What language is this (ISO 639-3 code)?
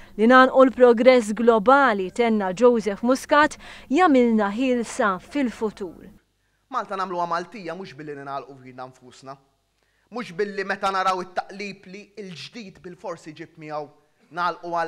mlt